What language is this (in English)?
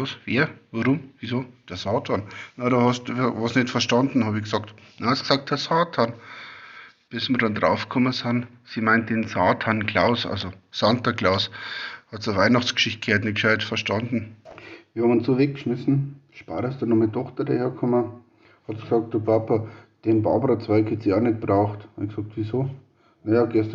Bavarian